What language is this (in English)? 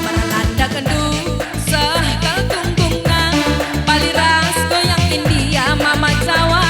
Batak Karo